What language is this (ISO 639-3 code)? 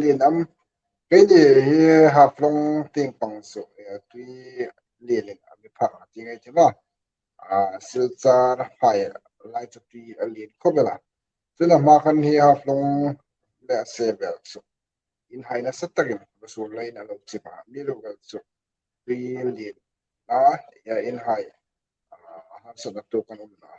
hmr